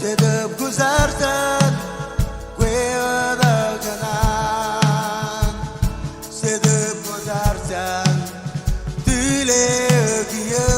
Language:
Marshallese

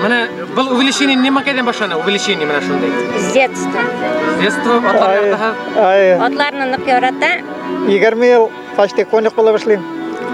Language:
Bashkir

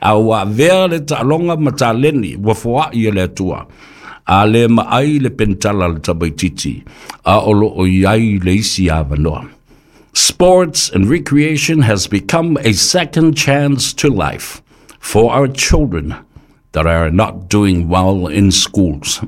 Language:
Samoan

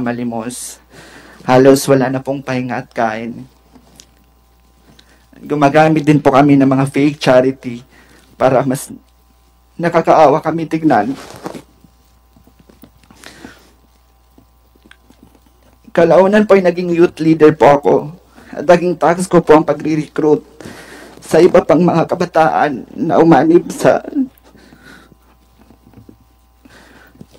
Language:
Filipino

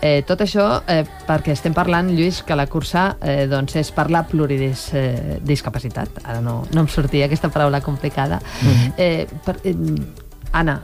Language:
Catalan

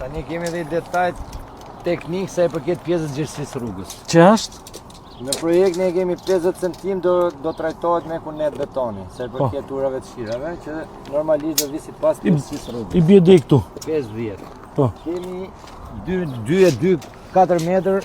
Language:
Albanian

